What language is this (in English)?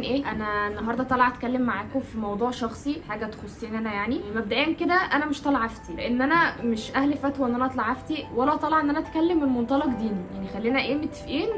Egyptian Arabic